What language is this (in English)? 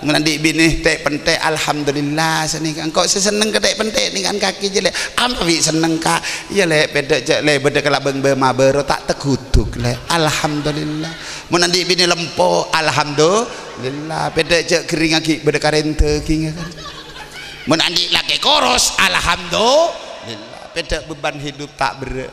Madurese